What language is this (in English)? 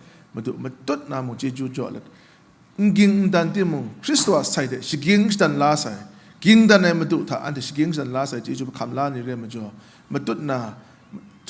Kachin